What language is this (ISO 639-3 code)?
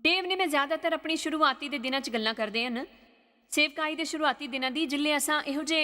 doi